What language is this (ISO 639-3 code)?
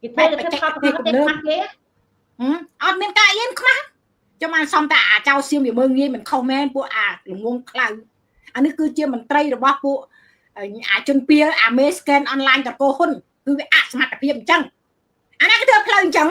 khm